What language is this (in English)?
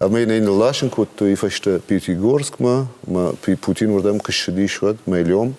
Ossetic